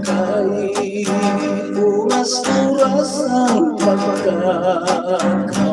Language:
Hiligaynon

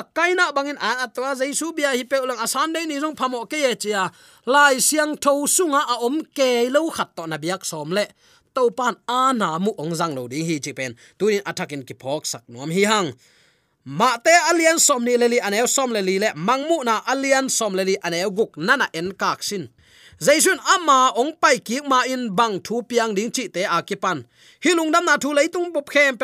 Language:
Tedim Chin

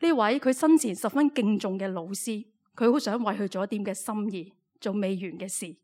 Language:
Cantonese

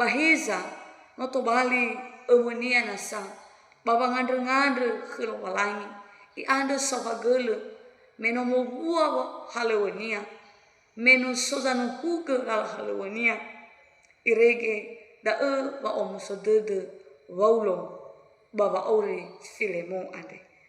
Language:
Nias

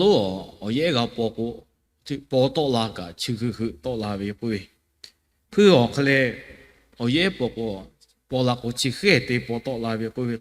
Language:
Lahu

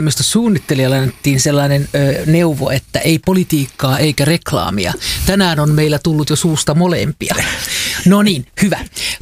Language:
Finnish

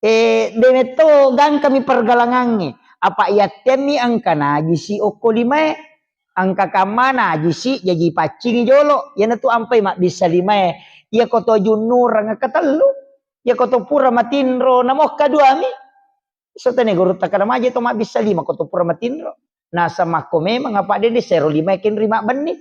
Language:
Buginese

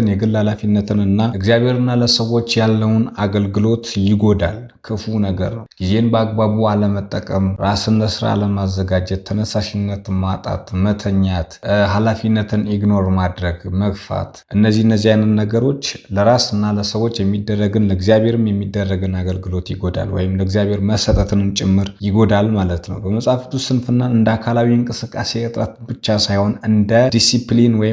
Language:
Amharic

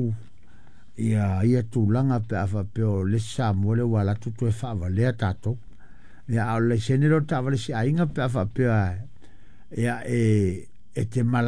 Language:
Samoan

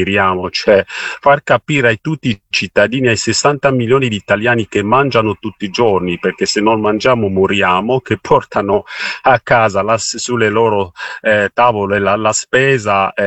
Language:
Italian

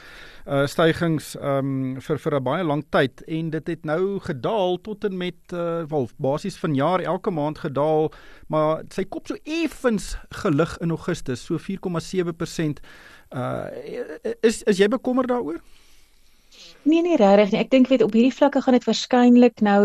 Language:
Afrikaans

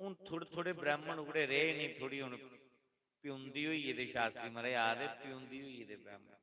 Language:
Dogri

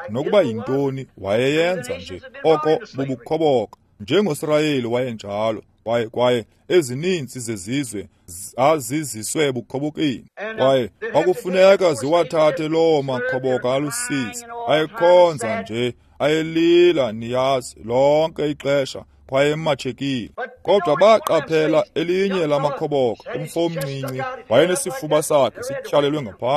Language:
Xhosa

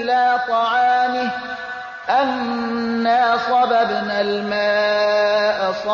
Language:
Persian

